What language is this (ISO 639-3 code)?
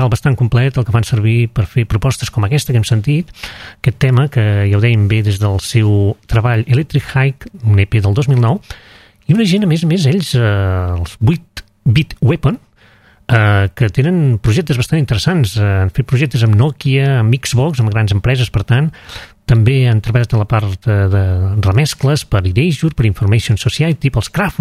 cat